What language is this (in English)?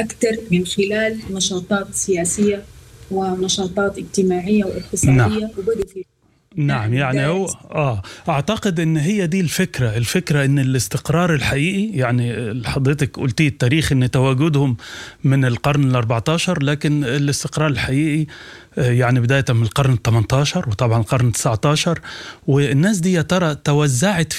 Sudanese Arabic